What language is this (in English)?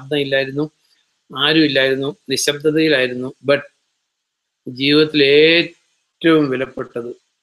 Malayalam